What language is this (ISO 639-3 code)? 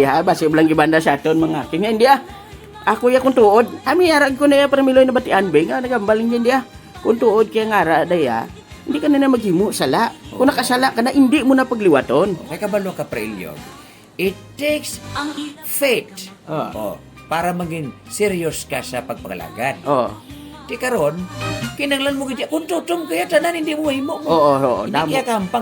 hil